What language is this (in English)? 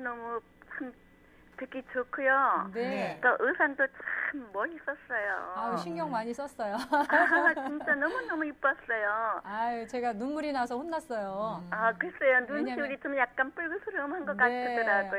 Korean